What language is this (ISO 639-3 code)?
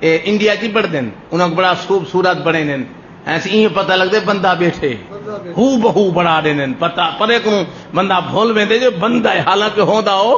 skr